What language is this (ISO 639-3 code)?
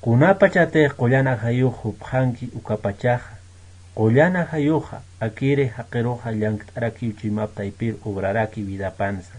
aym